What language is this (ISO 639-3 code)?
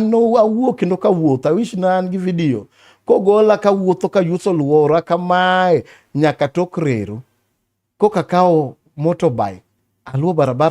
luo